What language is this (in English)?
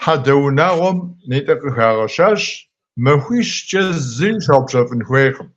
Kabardian